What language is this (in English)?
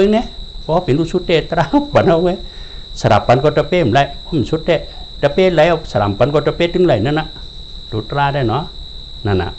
Shan